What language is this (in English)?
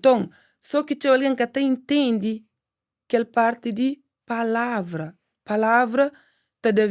Kabuverdianu